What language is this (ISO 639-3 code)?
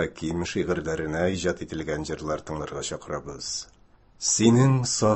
tat